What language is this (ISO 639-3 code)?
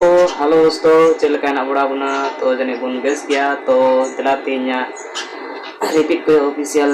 sat